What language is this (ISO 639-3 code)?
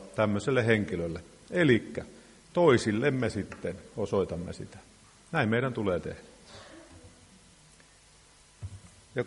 fin